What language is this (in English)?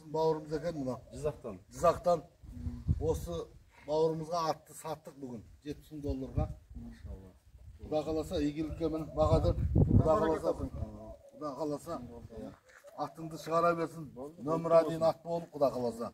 Kyrgyz